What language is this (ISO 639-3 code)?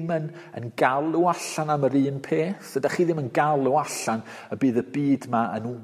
cym